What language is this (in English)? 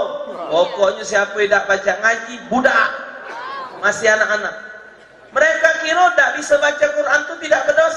Musi